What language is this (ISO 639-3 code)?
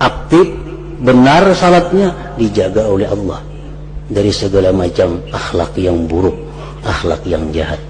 bjn